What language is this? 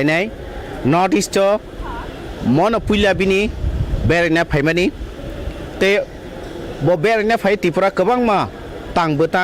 Kok Borok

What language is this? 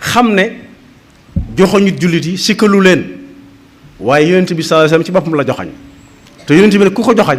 Wolof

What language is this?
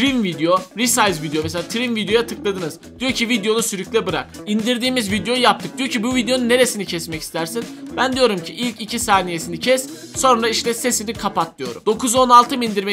Turkish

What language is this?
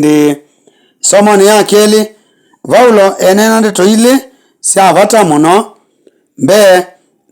Kamba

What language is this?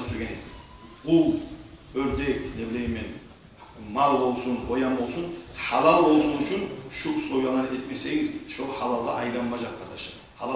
Kumyk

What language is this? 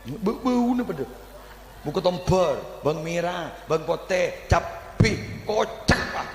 Madurese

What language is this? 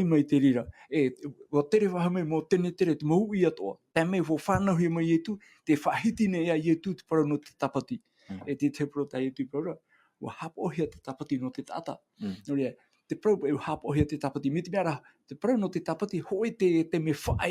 Tahitian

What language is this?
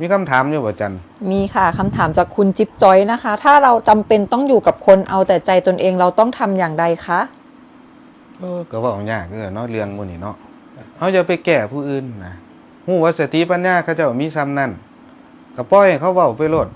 Northeastern Thai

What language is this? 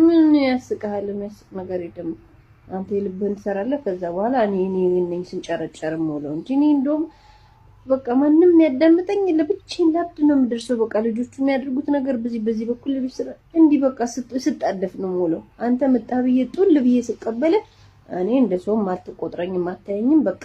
Amharic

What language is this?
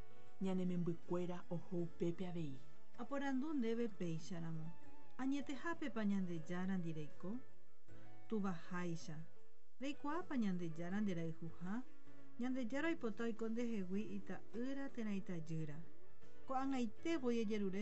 Guarani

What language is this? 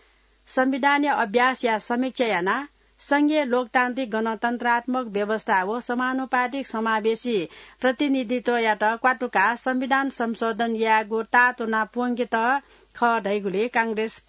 Newari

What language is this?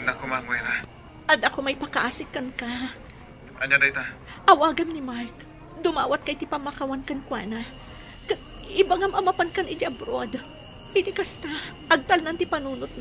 Iloko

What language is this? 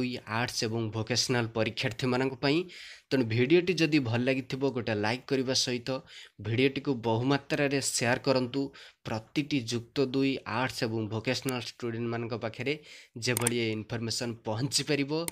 Odia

